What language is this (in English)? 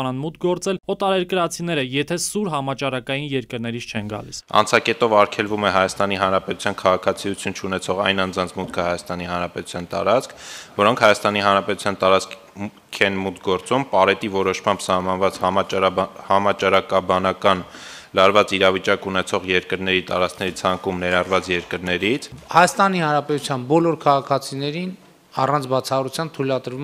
Armenian